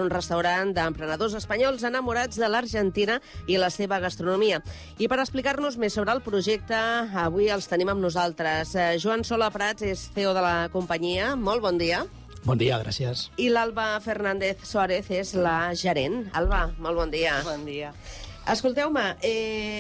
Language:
Catalan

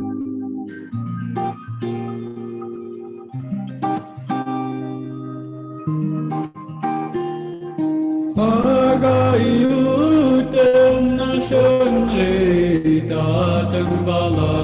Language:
Inuktitut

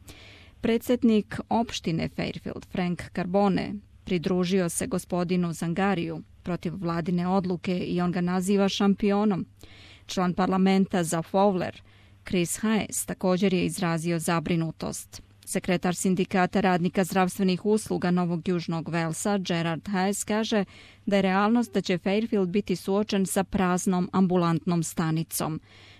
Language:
Croatian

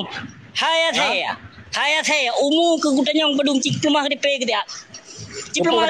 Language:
Achinese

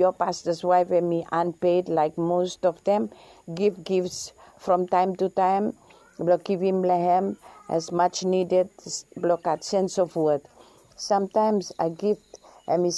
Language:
Bislama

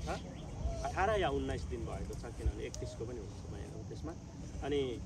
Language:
Nepali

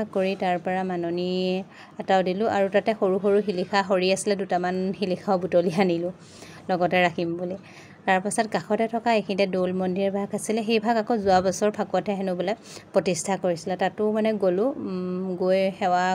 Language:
Assamese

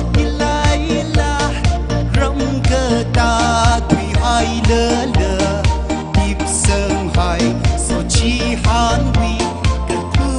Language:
Tangkhul Naga (India)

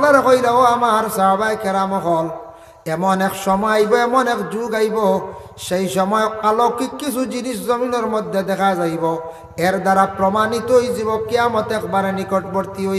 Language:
Sylheti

